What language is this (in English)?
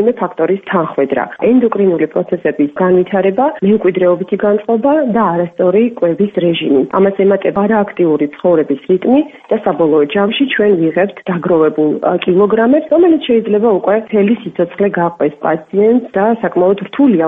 Georgian